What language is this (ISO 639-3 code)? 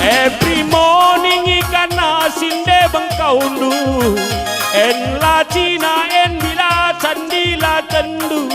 btx